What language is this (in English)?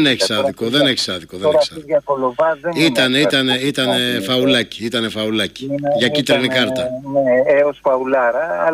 Greek